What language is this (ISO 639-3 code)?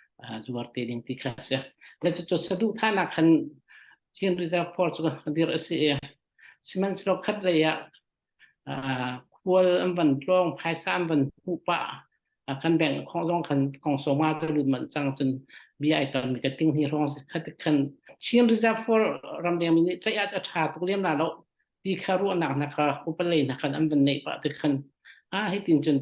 cnh